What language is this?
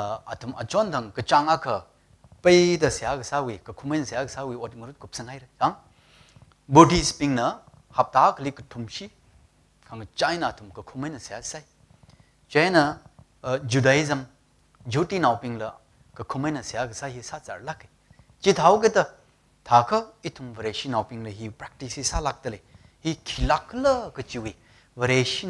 Tangkhul Naga (India)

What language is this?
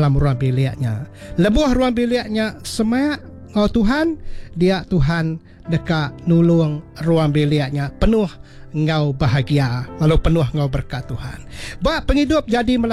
Iban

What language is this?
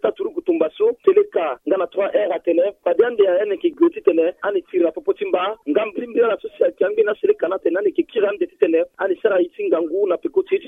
Sango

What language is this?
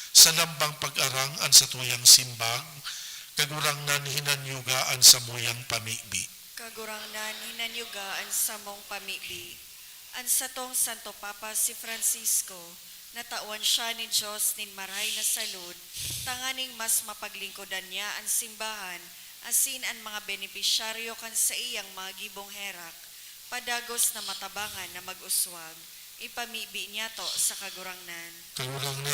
Bikol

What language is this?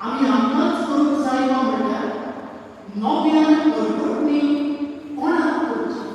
Konkani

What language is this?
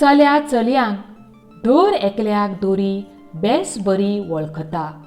Konkani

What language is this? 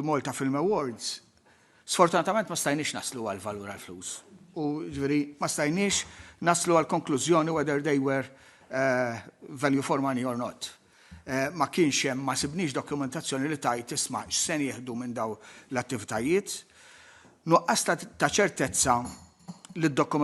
Maltese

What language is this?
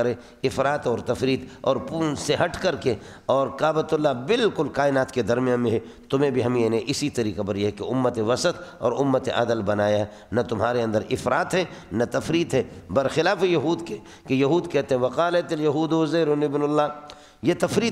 Urdu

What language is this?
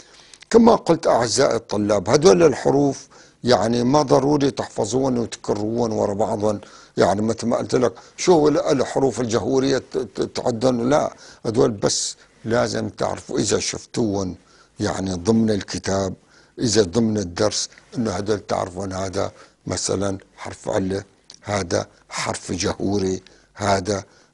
North Levantine Arabic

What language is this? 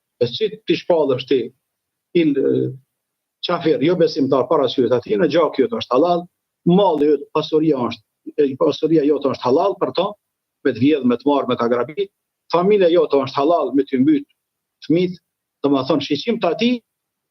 Albanian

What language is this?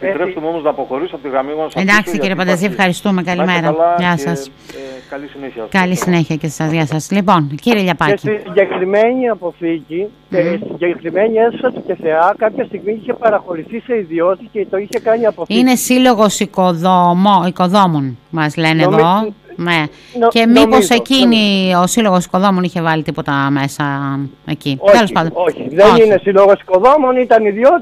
Greek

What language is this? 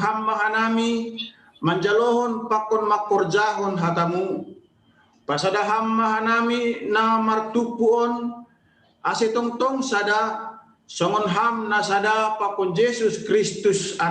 Batak Simalungun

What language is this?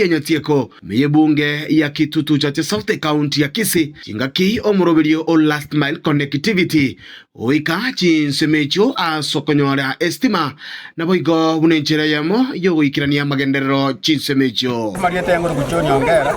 Gusii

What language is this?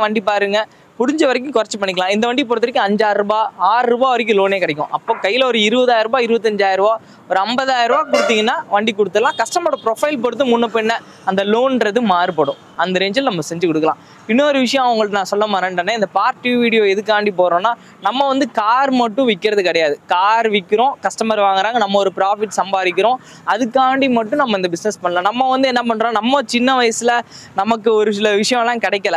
Tamil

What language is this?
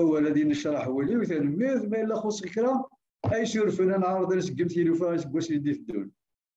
Kabyle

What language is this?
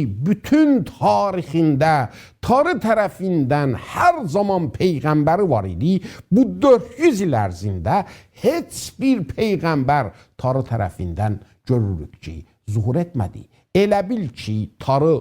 South Azerbaijani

